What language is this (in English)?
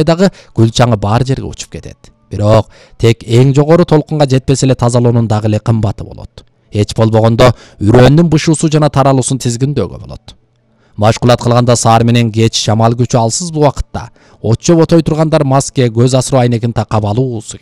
Kyrgyz